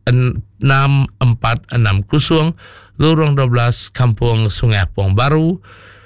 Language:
Iban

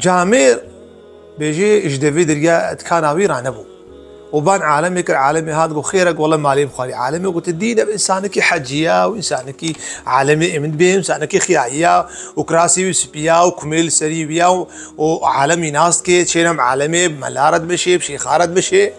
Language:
Kurdish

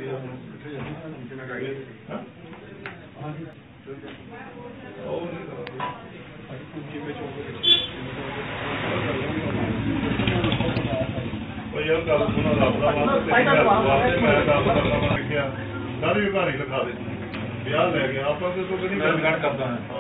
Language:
Punjabi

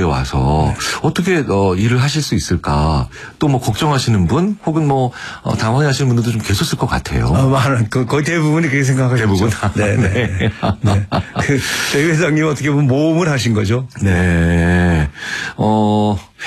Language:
Korean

